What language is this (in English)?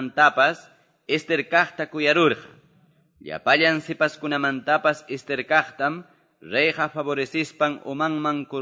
Quechua